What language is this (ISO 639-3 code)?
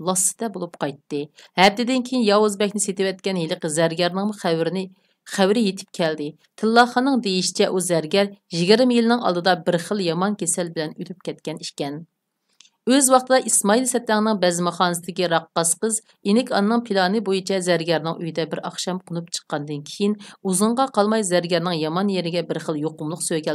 uig